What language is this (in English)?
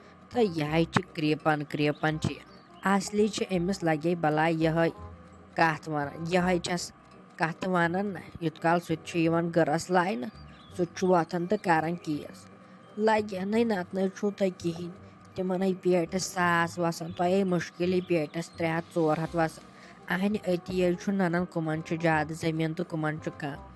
Kashmiri